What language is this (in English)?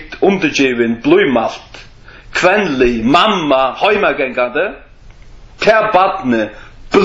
Faroese